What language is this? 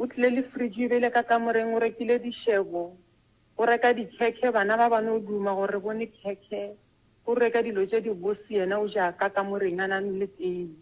Northern Sotho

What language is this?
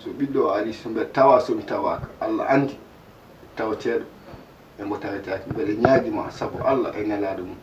Fula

